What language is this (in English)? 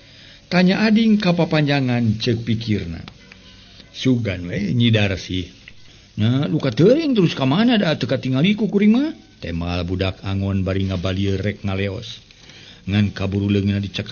Sundanese